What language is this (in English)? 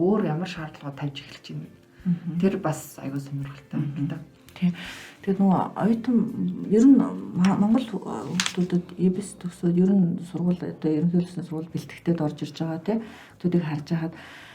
Mongolian